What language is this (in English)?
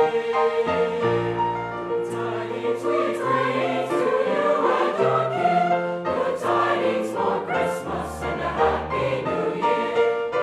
English